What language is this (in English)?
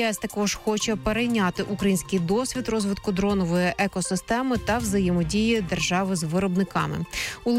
Ukrainian